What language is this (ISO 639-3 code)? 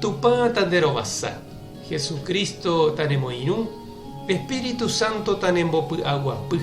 grn